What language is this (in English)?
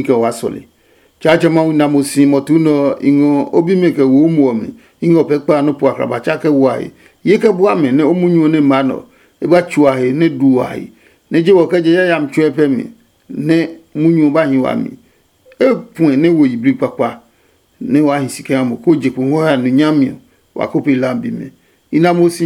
Adangme